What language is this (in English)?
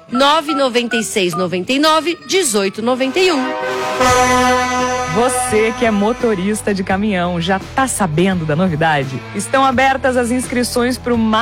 Portuguese